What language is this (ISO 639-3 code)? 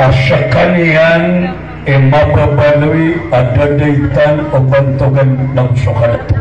mrw